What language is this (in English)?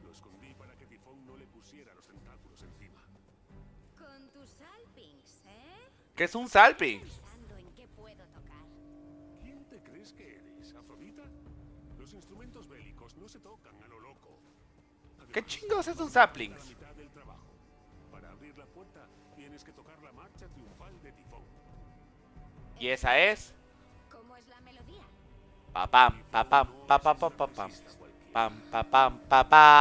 Spanish